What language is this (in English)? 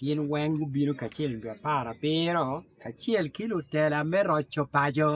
Acoli